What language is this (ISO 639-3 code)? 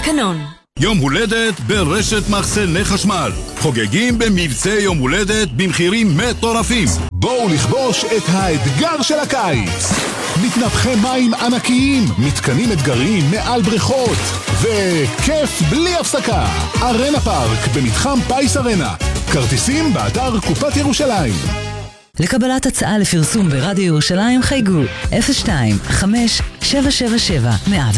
heb